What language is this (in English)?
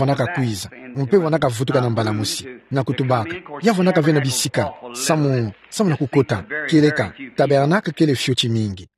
Kituba (Democratic Republic of Congo)